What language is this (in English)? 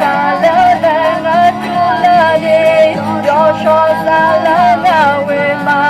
Akha